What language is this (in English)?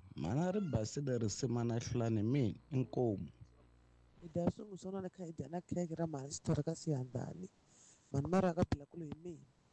Tsonga